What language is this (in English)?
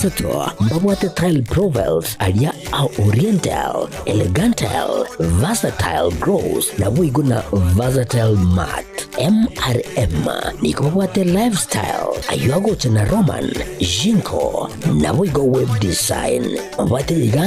Gusii